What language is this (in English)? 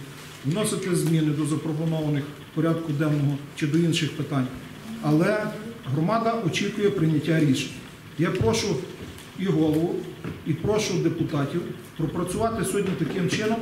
Ukrainian